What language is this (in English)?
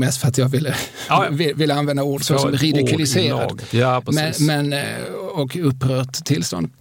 Swedish